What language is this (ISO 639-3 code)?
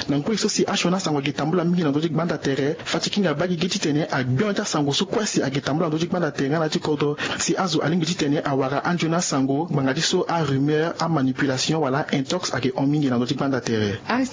sag